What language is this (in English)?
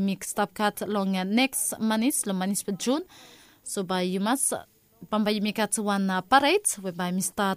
Bislama